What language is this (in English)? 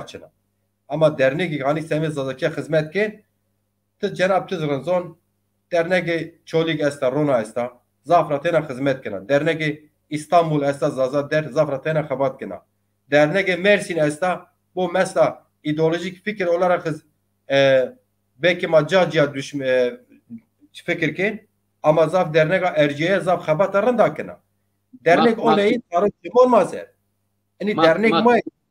Zaza